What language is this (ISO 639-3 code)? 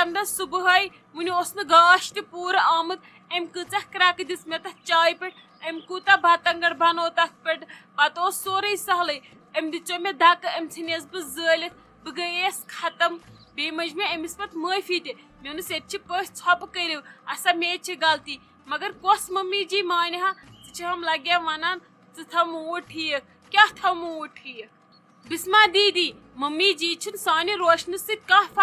kas